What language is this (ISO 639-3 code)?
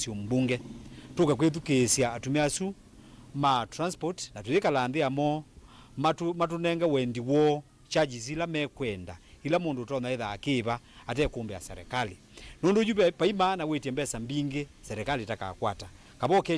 kam